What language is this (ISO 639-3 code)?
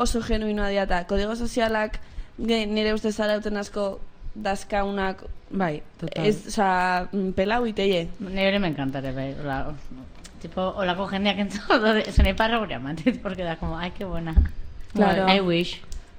eus